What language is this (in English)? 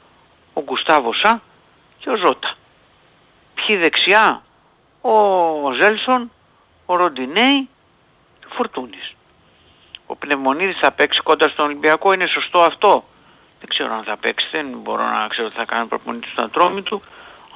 Greek